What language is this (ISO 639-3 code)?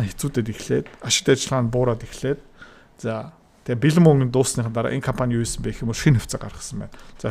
mon